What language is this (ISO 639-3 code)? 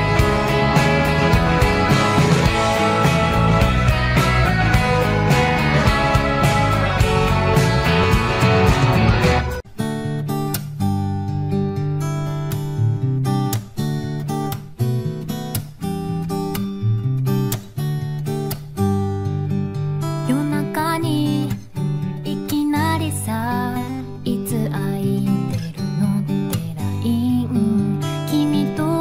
jpn